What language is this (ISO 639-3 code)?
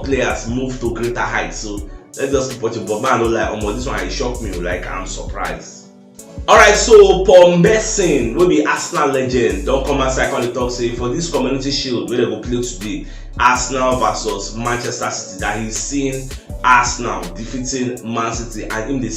pcm